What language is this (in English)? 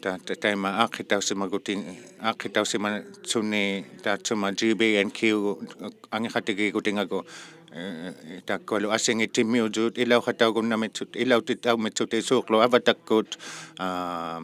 Inuktitut